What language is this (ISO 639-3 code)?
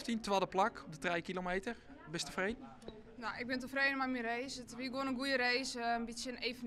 fry